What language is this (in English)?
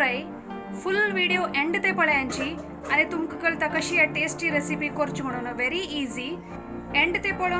Konkani